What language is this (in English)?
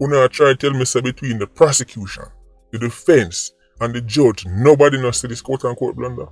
Jamaican Creole English